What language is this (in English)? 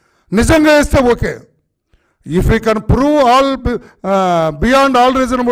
Telugu